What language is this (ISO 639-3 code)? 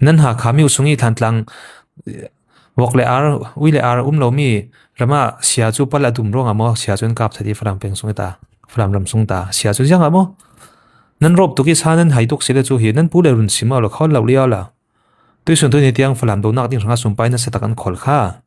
cfm